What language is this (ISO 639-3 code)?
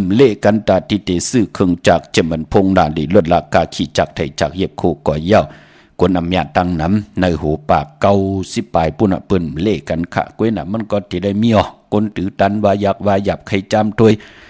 shn